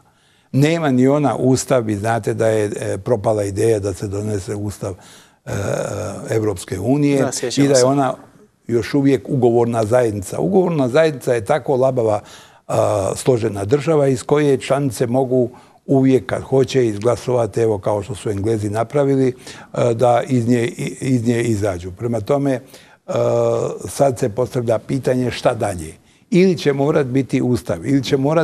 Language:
Bosnian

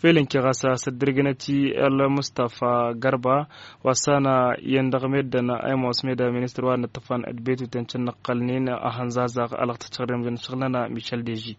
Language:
Tamasheq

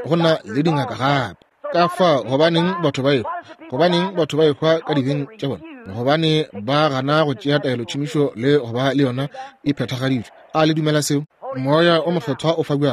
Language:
Northern Sotho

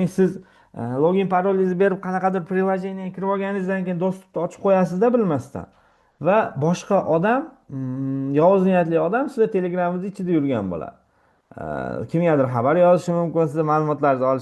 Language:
Uzbek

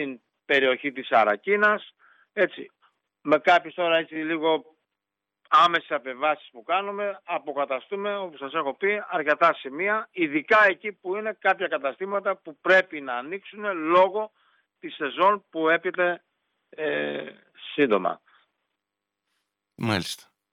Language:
Greek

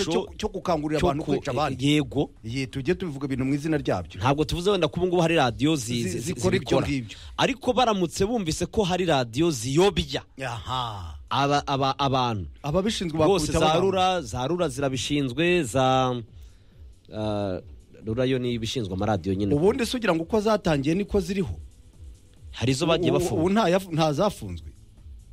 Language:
Kinyarwanda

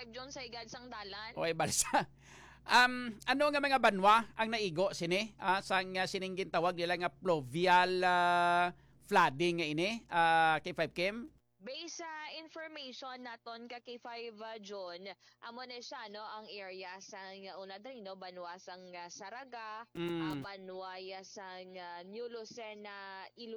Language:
Hiligaynon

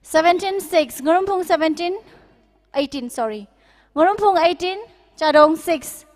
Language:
Tangkhul Naga (India)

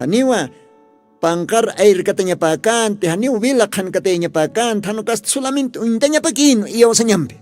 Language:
Aymara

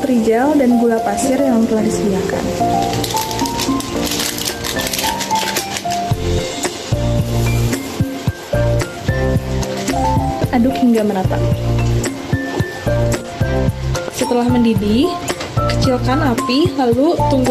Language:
Indonesian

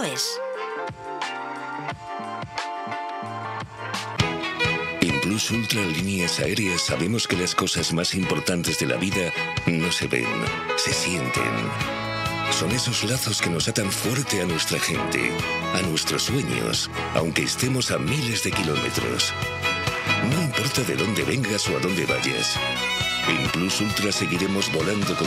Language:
Spanish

